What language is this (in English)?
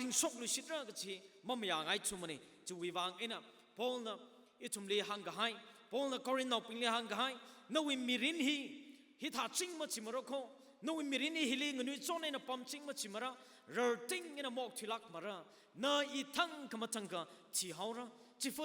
Tangkhul Naga (India)